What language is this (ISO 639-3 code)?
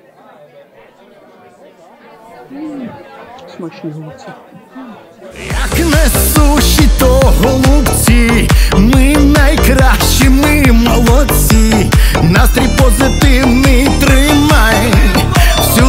ukr